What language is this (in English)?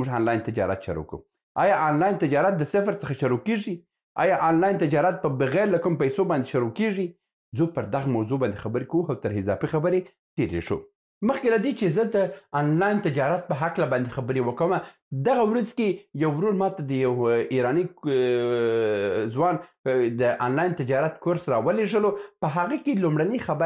Pashto